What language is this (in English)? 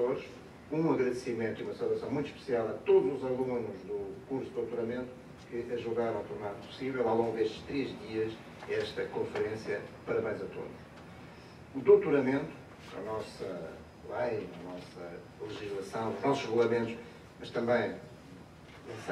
Portuguese